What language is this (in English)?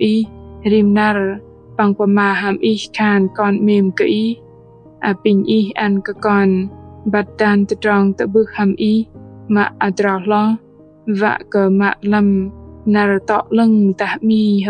Bahnar